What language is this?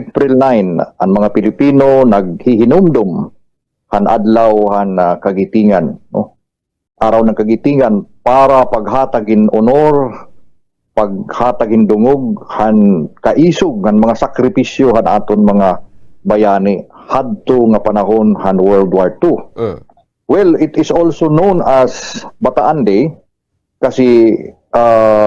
Waray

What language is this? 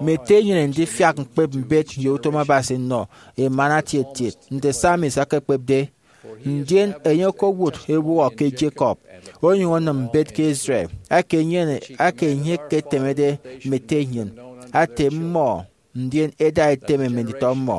Efik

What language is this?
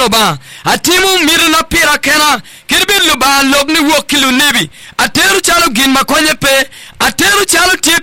Acoli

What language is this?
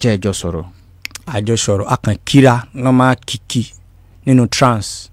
Yoruba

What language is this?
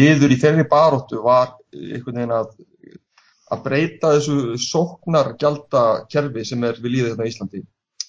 Icelandic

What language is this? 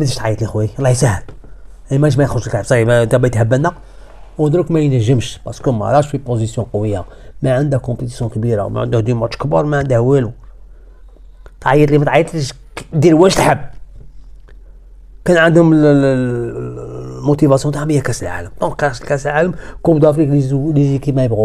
Algerian Arabic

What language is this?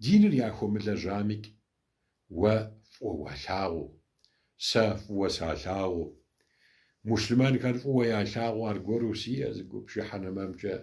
Kabardian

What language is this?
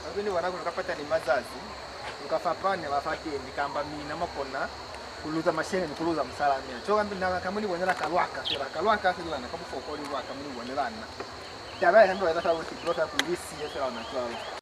Lozi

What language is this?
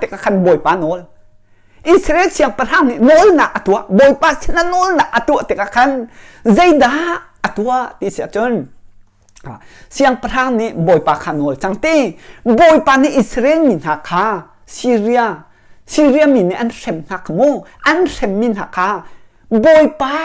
Hakha Chin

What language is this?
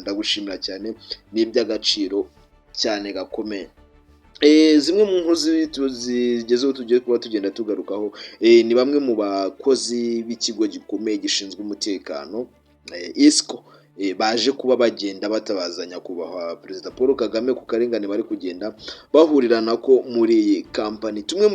Kinyarwanda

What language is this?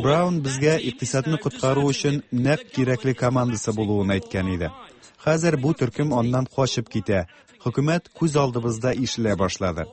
Tatar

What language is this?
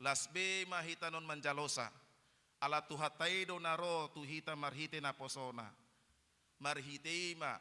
Batak Toba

